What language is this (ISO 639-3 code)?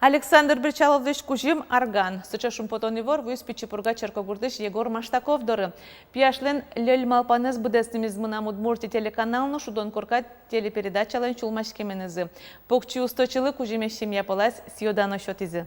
udm